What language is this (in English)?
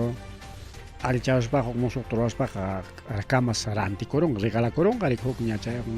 Ayacucho Quechua